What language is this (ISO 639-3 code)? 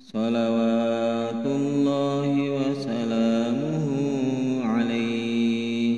bug